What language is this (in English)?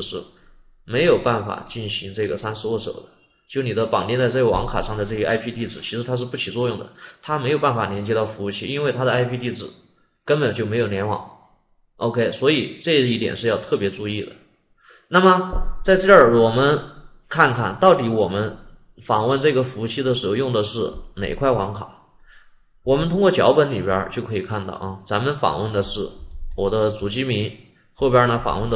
Chinese